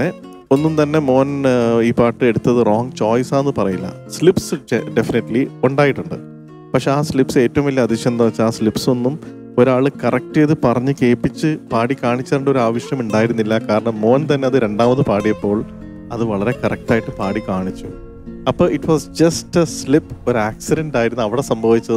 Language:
Malayalam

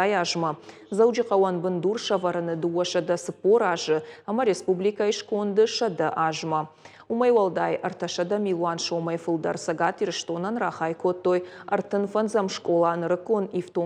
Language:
Ossetic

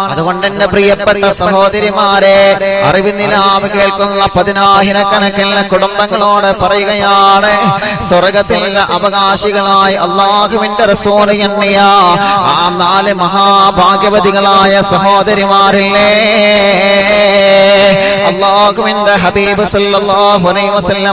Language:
Malayalam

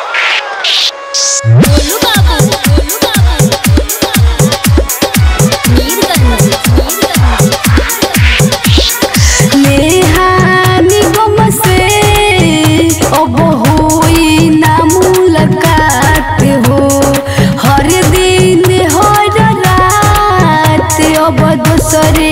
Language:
Bhojpuri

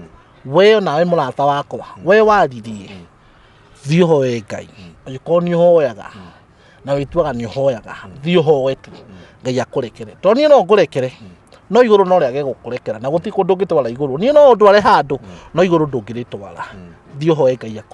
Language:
Kikuyu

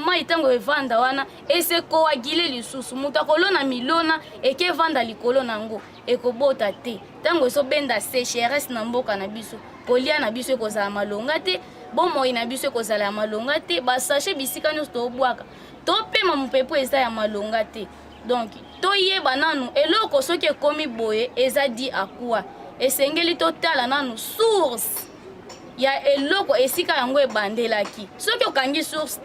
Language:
Lingala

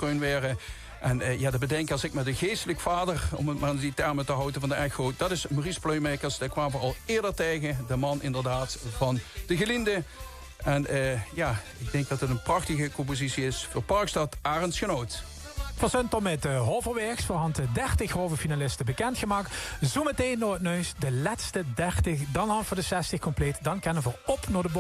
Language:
Limburgish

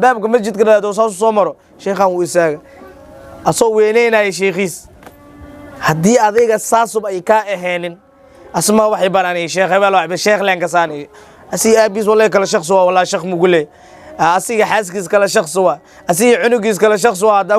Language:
Somali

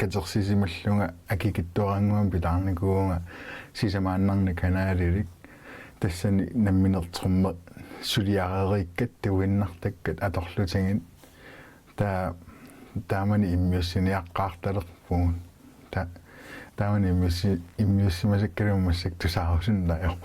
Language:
Kalaallisut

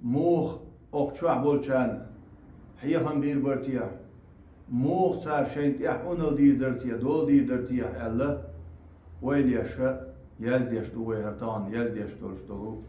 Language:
Chechen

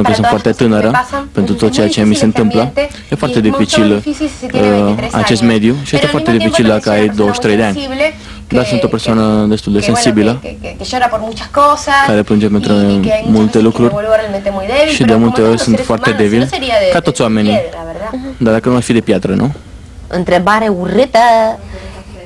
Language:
Romanian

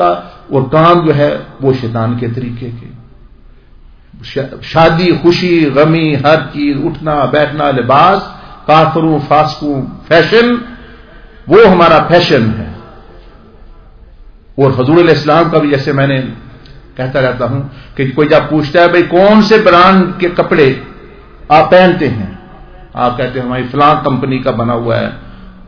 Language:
Urdu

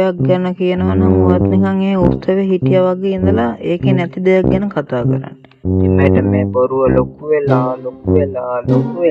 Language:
Sinhala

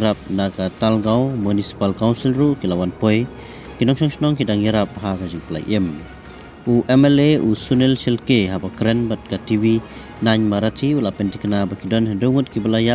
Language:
Khasi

